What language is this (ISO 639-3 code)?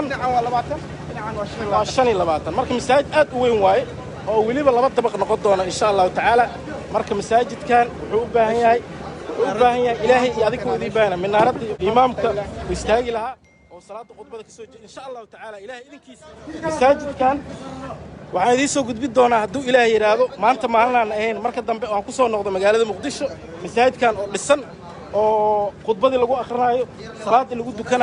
som